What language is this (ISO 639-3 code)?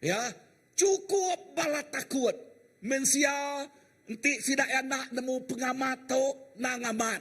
iba